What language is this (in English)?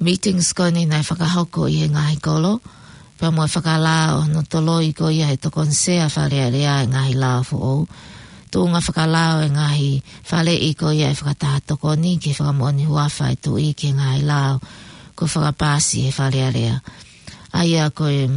Tongan